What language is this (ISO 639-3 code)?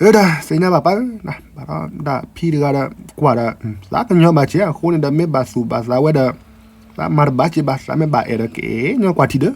ksw